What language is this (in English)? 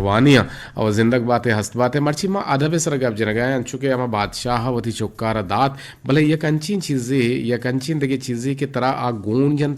Eastern Balochi